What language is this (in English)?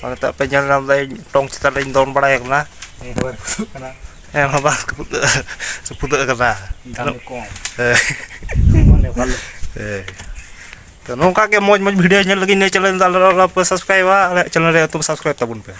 Santali